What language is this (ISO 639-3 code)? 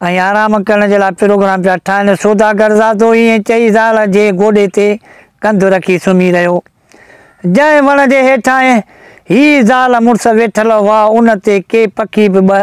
snd